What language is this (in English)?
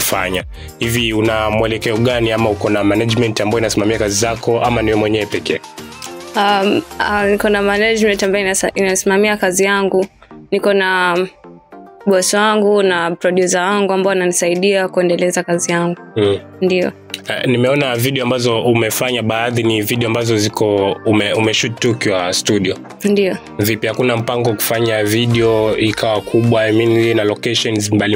Swahili